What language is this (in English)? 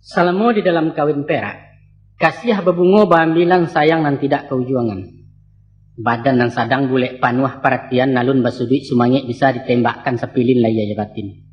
Minangkabau